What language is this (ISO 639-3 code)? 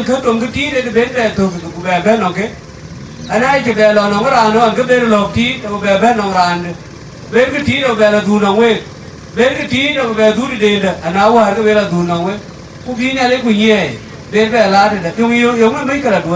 din